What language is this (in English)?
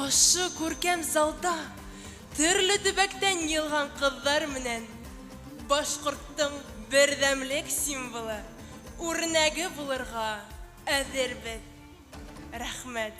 Bashkir